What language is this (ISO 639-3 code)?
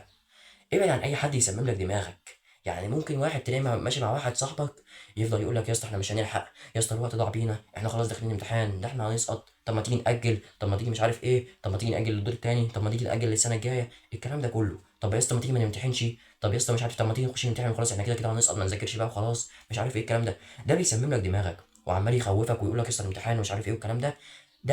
arz